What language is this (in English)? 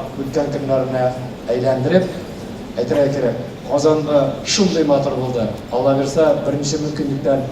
Tatar